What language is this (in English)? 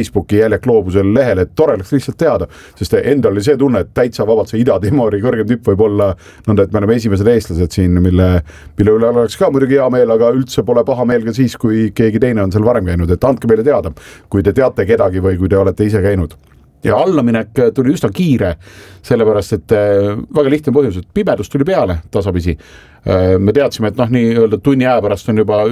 Estonian